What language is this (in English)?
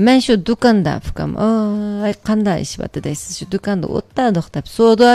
Uyghur